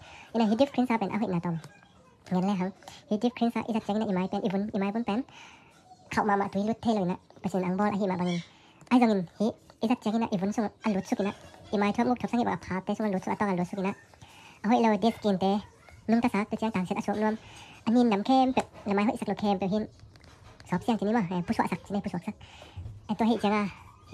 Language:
Tedim Chin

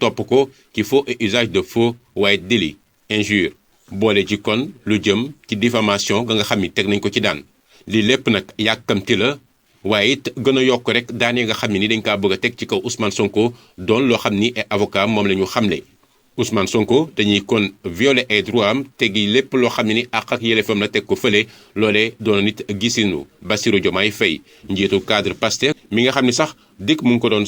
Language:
Wolof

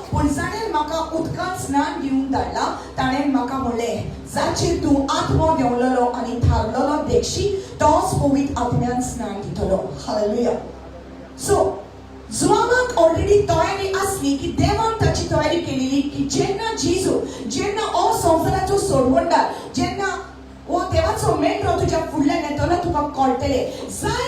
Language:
Konkani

